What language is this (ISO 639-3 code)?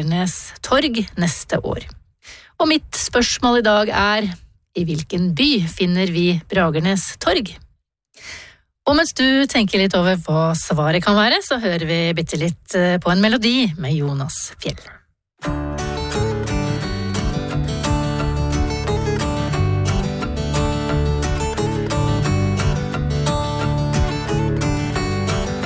nor